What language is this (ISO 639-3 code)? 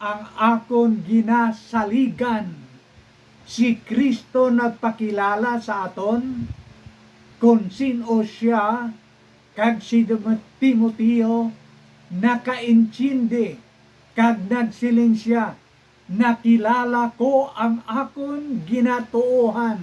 hil